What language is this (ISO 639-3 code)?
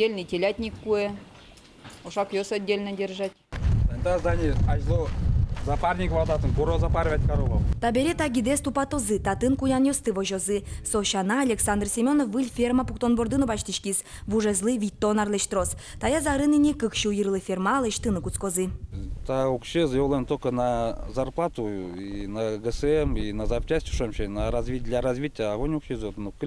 udm